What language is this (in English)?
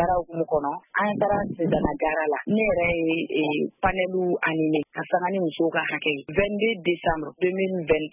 Bambara